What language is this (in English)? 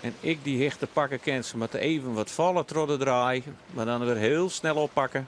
Western Frisian